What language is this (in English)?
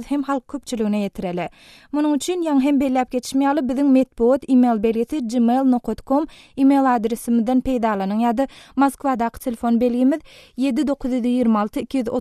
Turkmen